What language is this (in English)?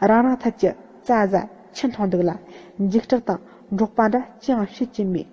Tibetan